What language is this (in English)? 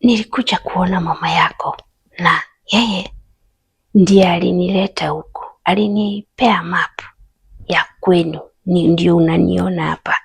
Swahili